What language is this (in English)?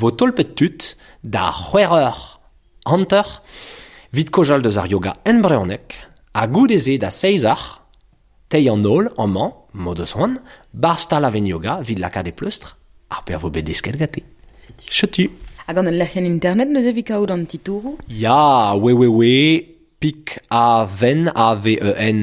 Breton